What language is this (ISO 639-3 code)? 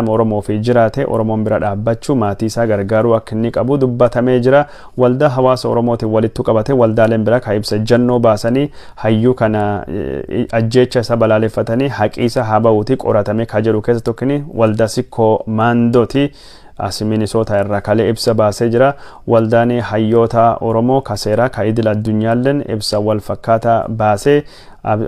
orm